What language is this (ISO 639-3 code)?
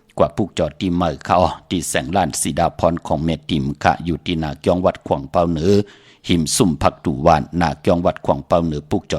shn